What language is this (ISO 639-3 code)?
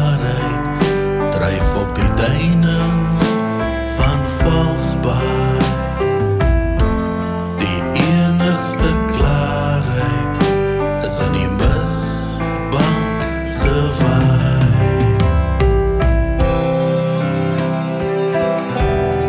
afr